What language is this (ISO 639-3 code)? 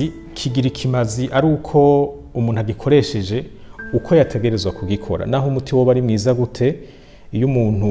run